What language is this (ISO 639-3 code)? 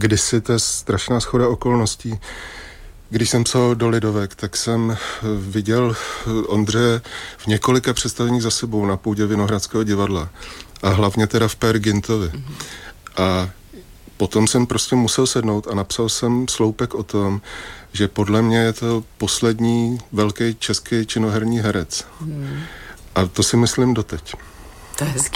ces